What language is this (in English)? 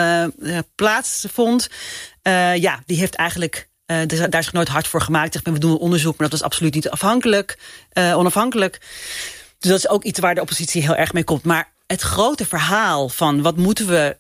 Dutch